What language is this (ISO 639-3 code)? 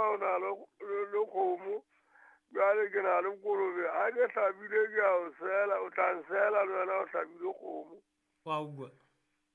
sot